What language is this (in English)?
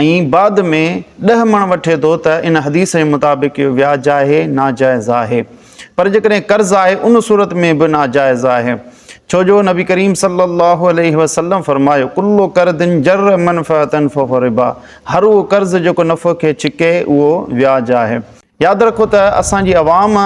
Sindhi